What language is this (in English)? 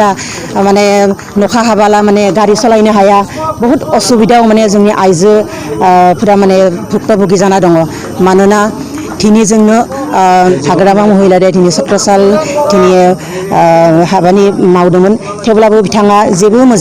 Bodo